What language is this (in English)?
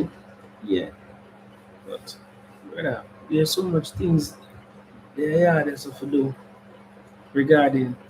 Jamaican Creole English